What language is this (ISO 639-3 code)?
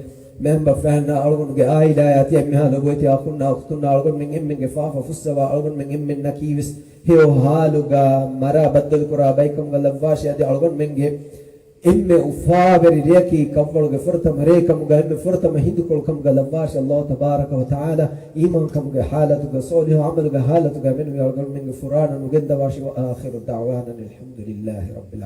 div